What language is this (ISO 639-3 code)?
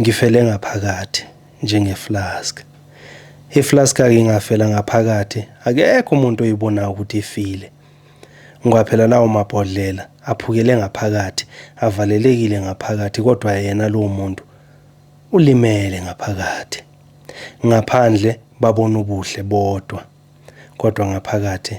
zul